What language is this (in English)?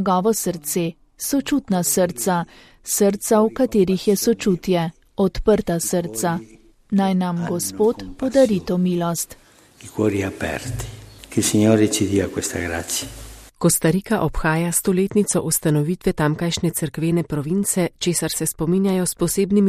Slovenian